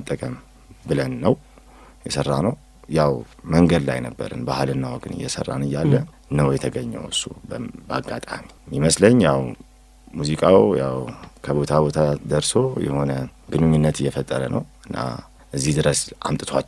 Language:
Amharic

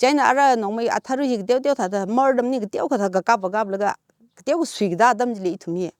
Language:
Tangkhul Naga (India)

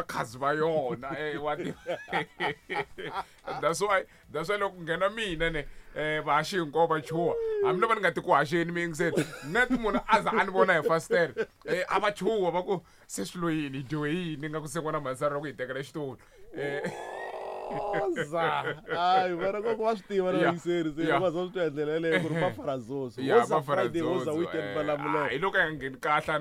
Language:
Tsonga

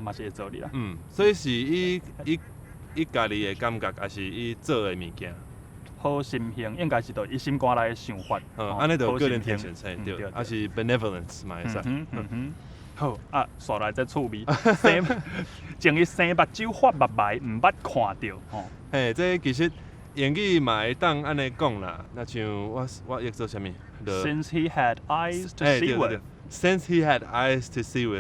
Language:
Min Nan Chinese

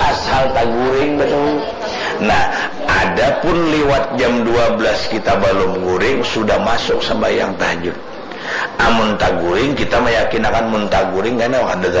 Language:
Banjar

